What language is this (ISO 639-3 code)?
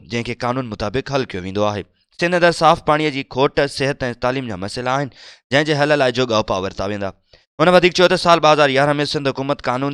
snd